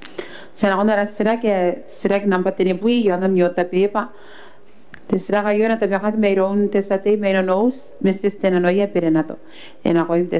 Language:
Gilbertese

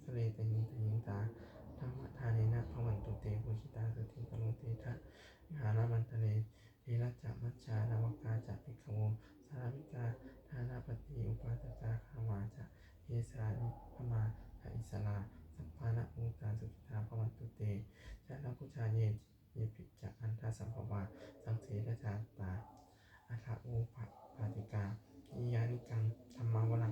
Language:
Pali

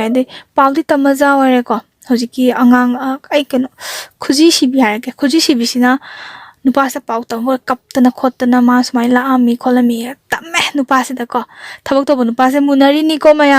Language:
Manipuri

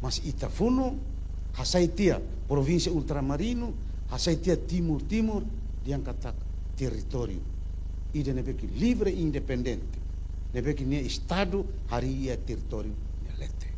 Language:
Tetum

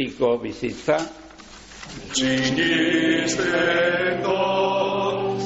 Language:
Basque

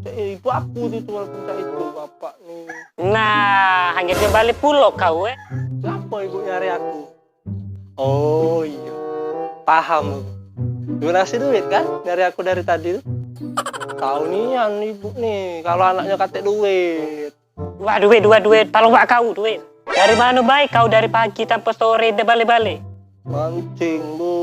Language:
Musi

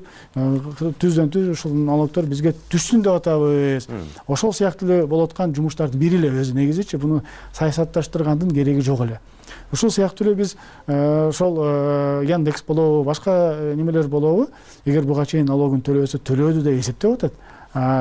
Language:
Kyrgyz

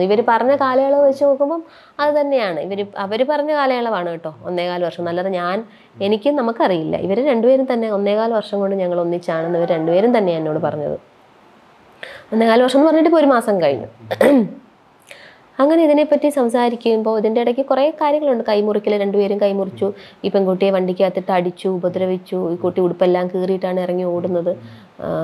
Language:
Malayalam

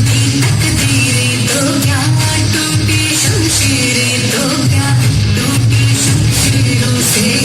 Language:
Sadri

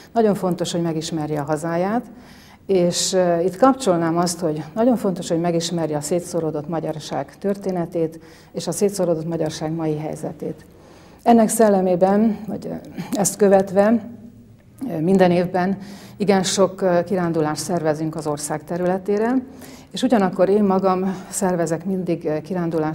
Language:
Hungarian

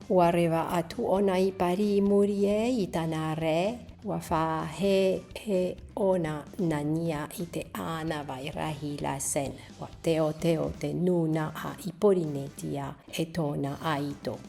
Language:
Tahitian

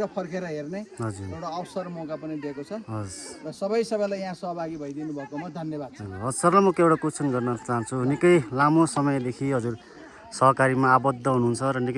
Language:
Nepali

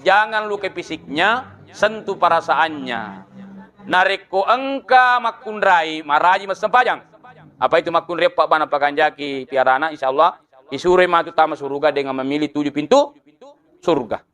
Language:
Buginese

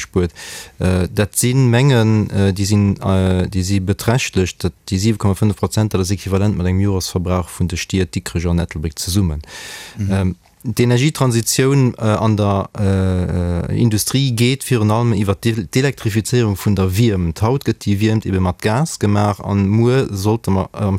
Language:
Luxembourgish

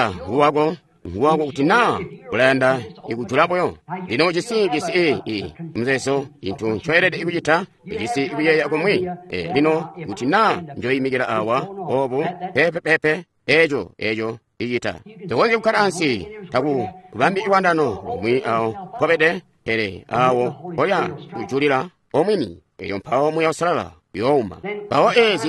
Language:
Tonga (Zambia)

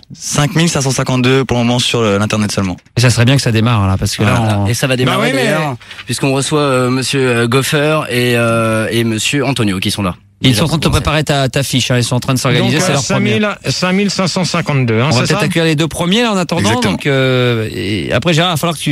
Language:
French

